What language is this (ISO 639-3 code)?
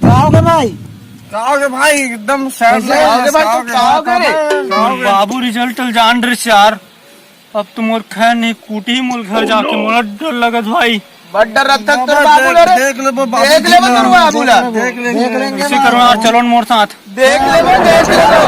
hne